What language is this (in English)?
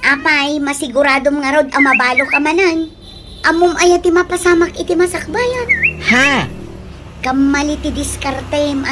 Iloko